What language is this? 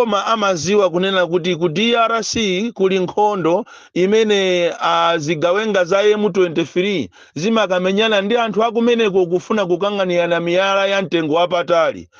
Nyanja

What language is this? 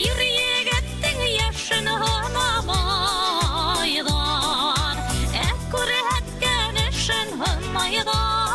Bashkir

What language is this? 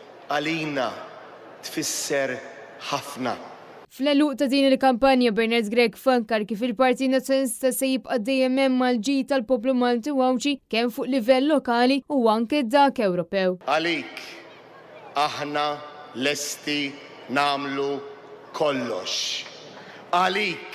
Maltese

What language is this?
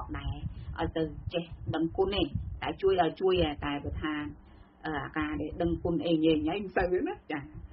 Khmer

